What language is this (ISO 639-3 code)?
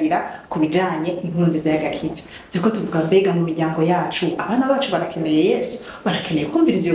run